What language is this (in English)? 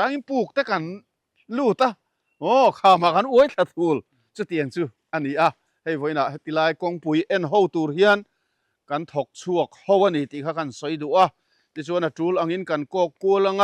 Mizo